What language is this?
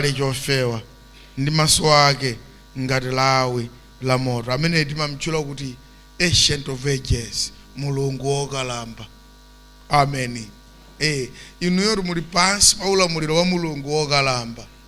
Nyanja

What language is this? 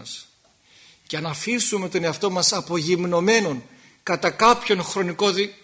Greek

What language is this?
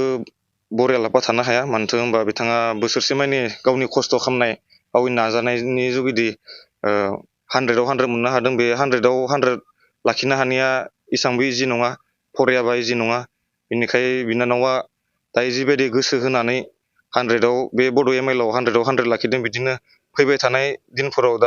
Bodo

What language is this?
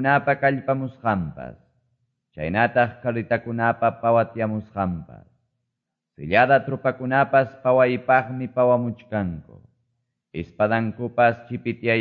Quechua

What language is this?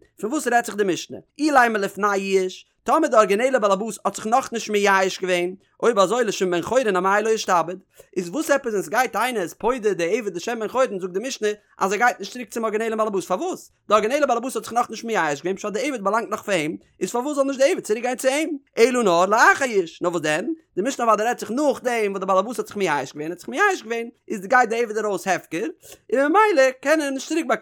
Yiddish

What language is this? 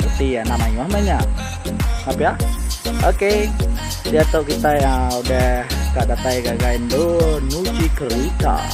Iban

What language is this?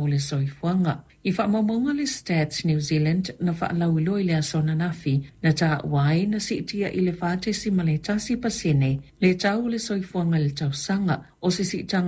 Samoan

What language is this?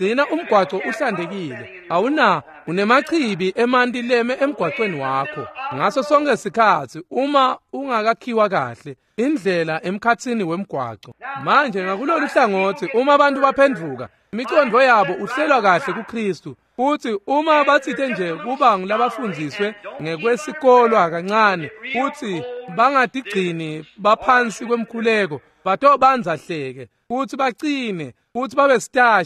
Swati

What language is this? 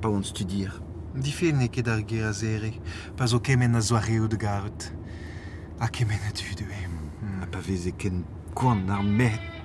Breton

